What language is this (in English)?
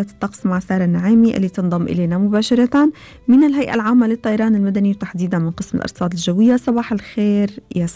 Gulf Arabic